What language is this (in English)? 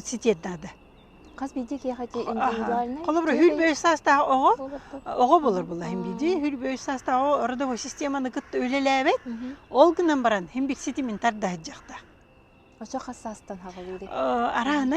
Yakut